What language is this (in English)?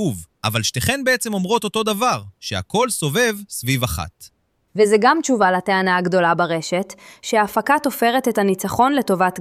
Hebrew